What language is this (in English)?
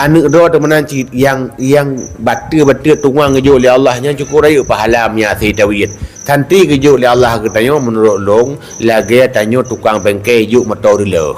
Achinese